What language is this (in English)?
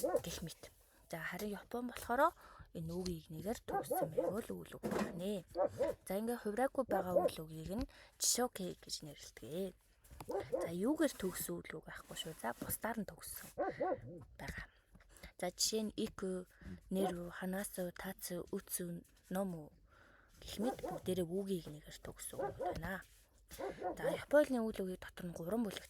Mongolian